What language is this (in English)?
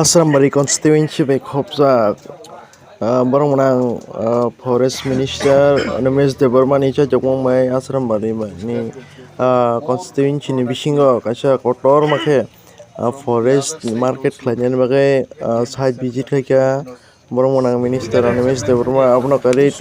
Kok Borok